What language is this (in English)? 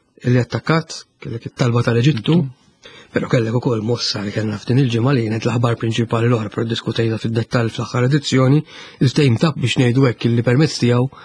Maltese